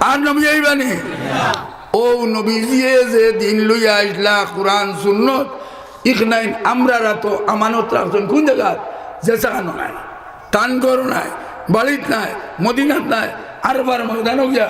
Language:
Sylheti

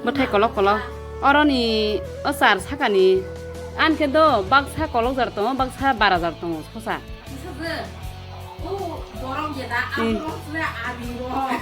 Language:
Kok Borok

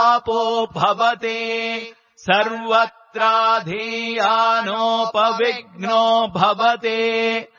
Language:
Sanskrit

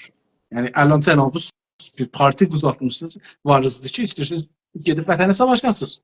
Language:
South Azerbaijani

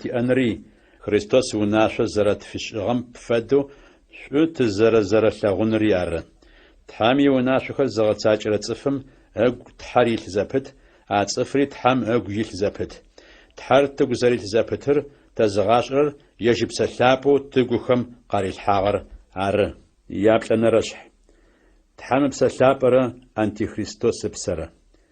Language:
Adyghe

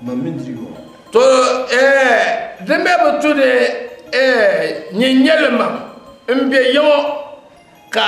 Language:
Dagbani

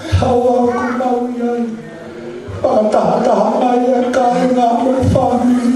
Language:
Tongan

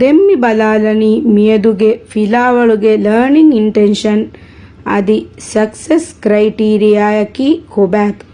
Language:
Divehi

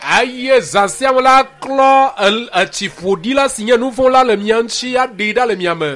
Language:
Ewe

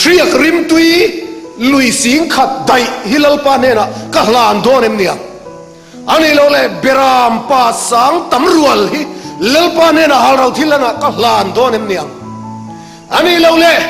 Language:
Mizo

